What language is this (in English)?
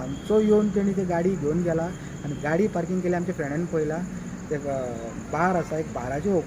Konkani